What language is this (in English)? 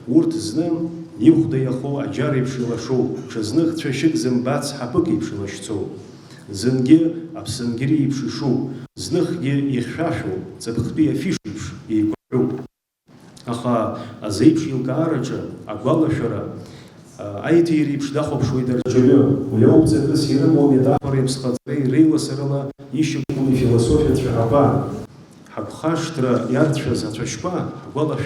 Abkhazian